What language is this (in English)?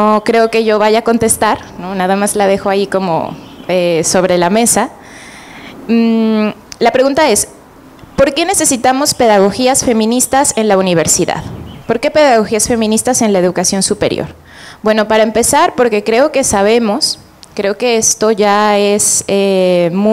Spanish